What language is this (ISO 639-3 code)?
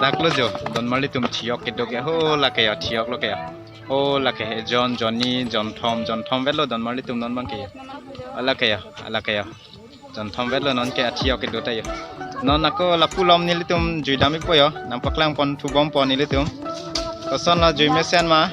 mjw